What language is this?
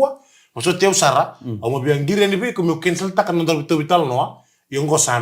Fijian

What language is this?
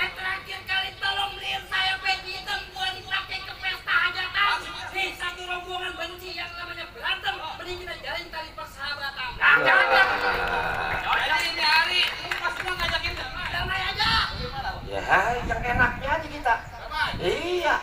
Betawi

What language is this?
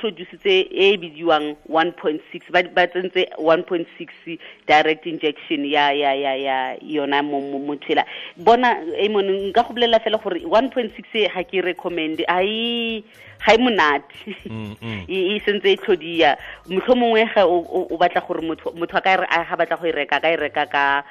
Tswana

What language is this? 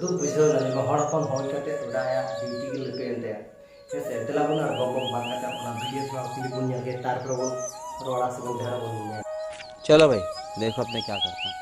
Santali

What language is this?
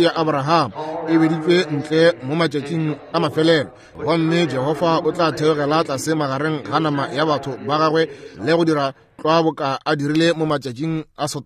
Northern Sotho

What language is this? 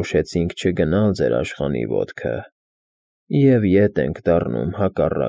Armenian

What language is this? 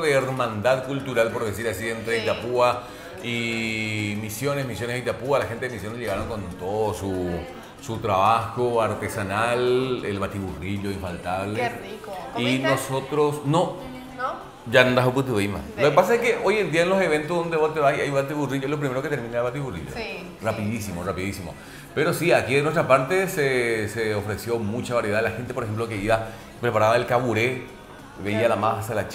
Spanish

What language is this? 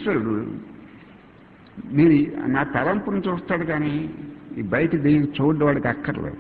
Telugu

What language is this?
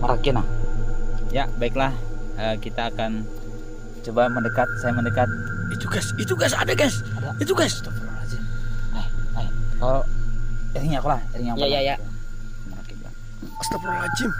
Banjar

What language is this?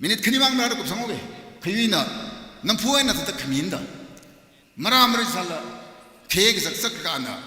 Tangkhul Naga (India)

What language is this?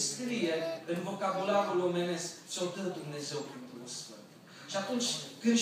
Romanian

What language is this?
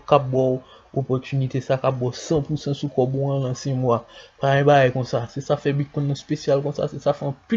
Haitian Creole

